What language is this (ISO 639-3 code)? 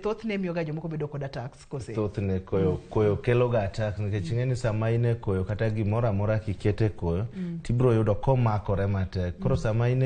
luo